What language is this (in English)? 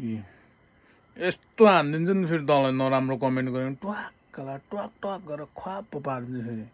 Nepali